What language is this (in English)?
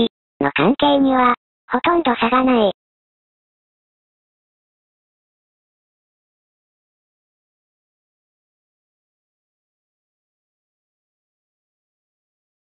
Japanese